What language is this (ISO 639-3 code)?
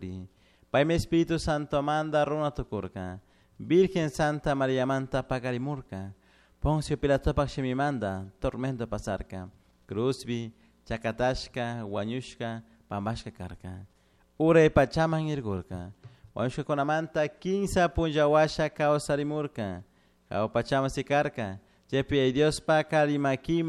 qug